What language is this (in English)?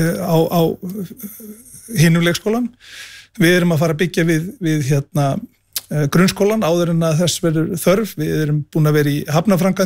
Icelandic